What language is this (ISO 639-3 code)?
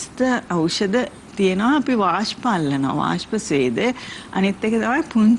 sin